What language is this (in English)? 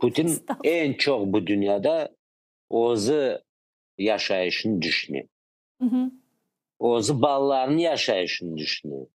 Crimean Tatar